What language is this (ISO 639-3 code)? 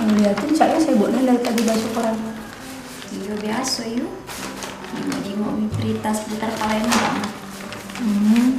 mui